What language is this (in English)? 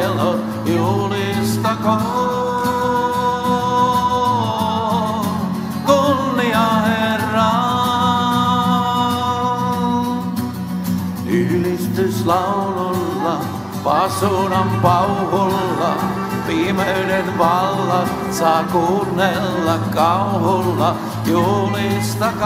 Finnish